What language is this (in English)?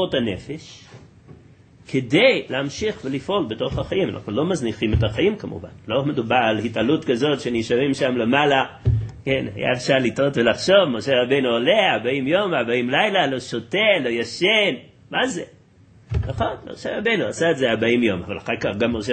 Hebrew